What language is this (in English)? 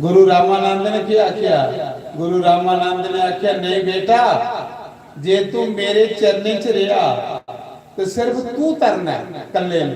Dogri